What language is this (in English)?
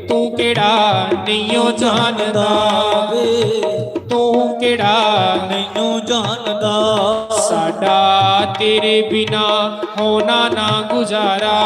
Dogri